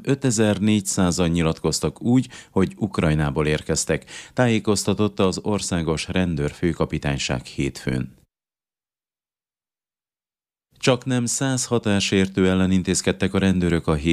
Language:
Hungarian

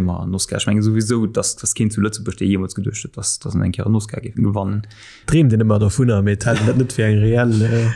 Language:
Luxembourgish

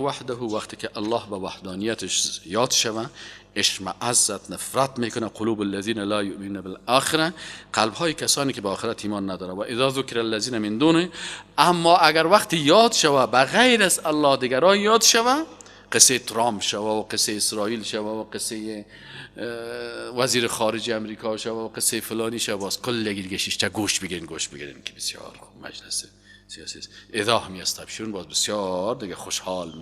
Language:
Persian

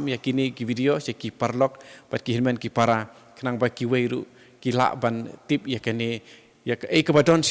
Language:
Khasi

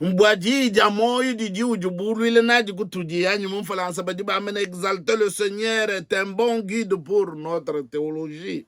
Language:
Luba-Lulua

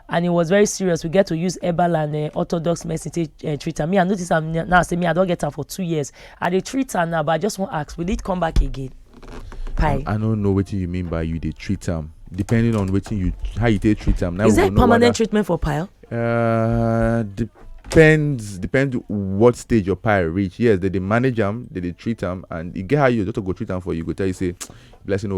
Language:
Nigerian Pidgin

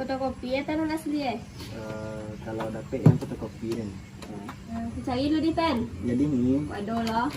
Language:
Minangkabau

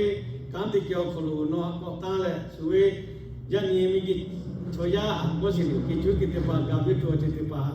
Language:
Lahu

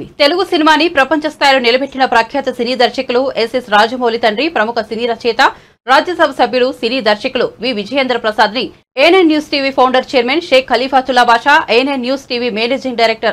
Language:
Telugu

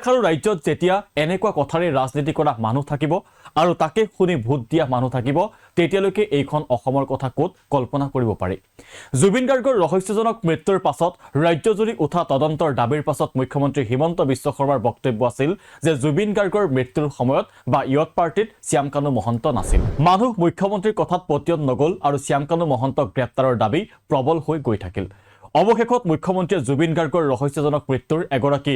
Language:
Assamese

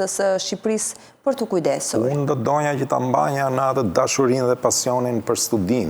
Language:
Albanian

